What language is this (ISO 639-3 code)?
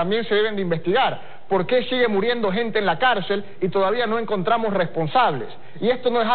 spa